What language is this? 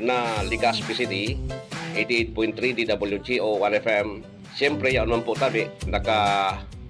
Bikol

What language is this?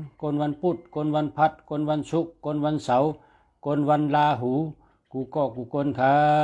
Shan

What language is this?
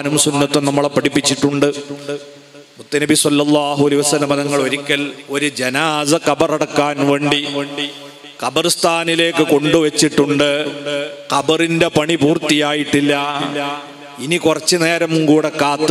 Malayalam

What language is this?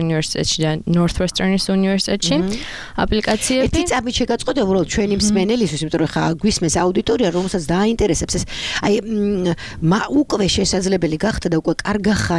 Georgian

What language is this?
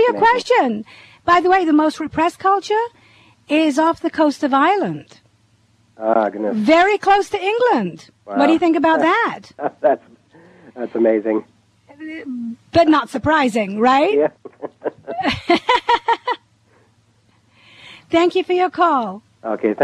English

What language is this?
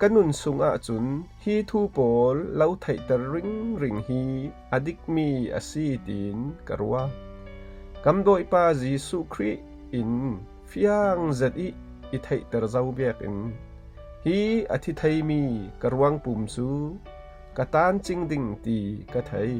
Falam Chin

